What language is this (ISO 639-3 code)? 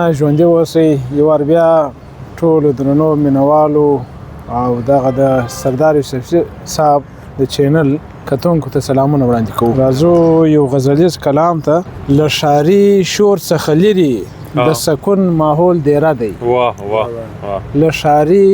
pus